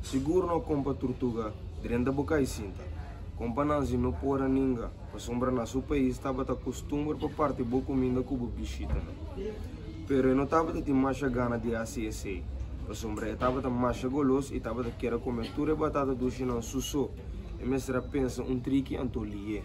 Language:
Papiamento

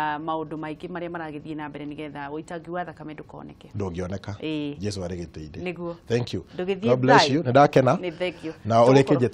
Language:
Kikuyu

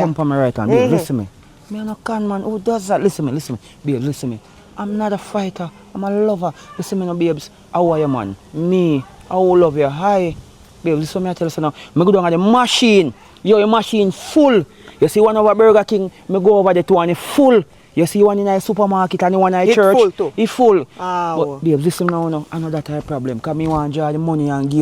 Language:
Jamaican Creole English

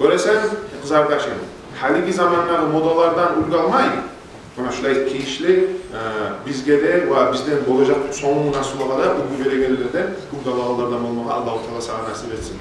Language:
Kumyk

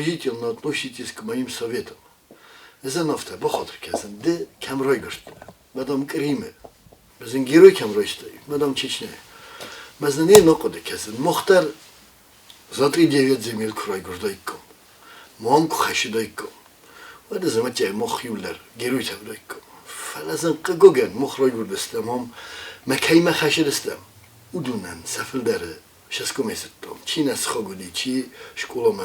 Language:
Ossetic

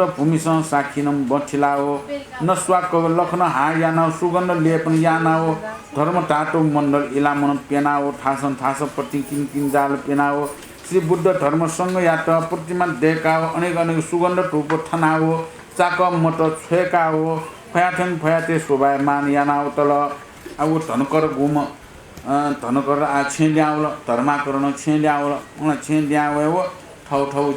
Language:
Newari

